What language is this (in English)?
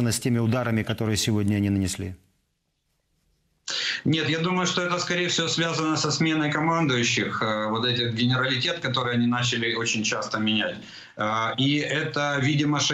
Russian